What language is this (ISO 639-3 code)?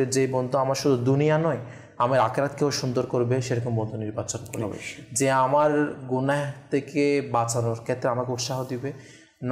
ben